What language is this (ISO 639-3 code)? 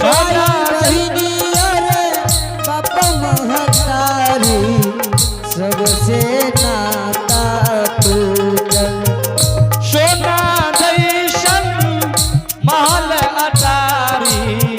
anp